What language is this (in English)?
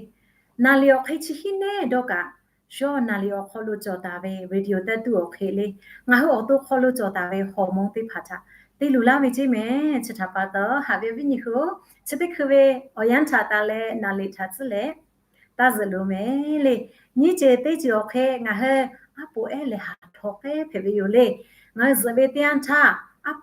Lahu